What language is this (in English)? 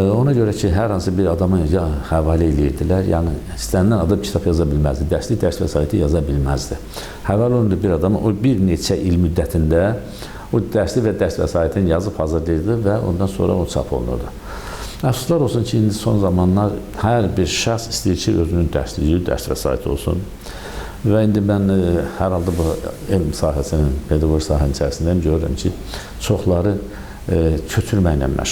Azerbaijani